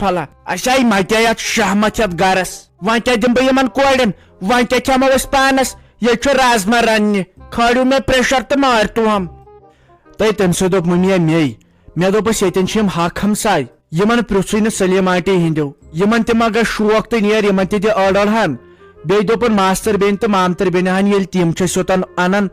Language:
Kashmiri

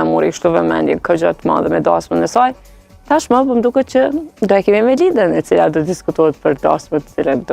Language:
Albanian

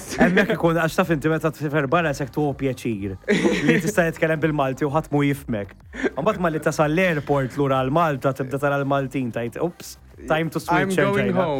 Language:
Maltese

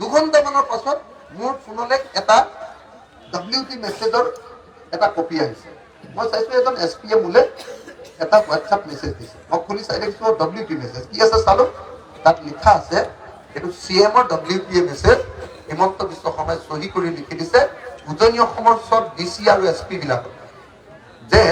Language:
Assamese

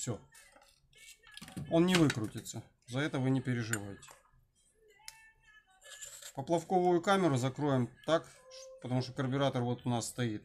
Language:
Russian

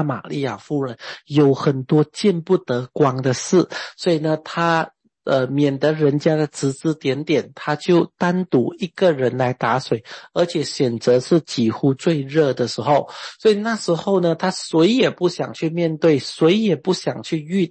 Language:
Chinese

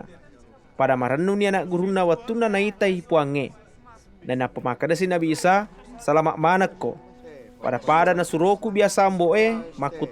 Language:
Buginese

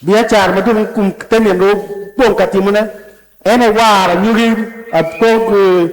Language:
Acoli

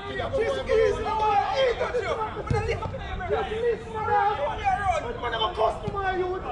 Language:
Jamaican Creole English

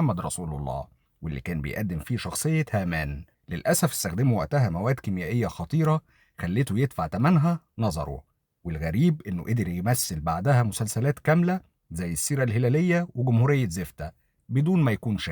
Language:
Egyptian Arabic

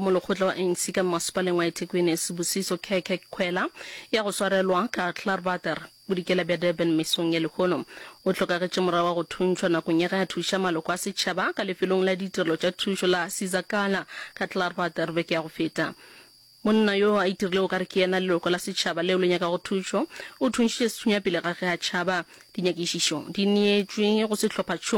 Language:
Northern Sotho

